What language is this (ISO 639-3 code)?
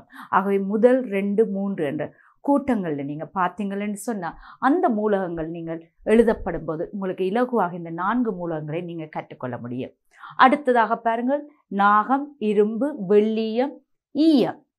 tam